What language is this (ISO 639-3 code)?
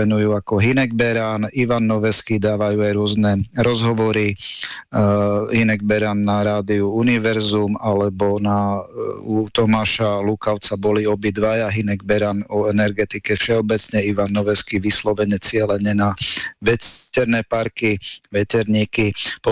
slk